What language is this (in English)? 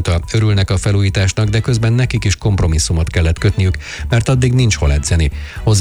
Hungarian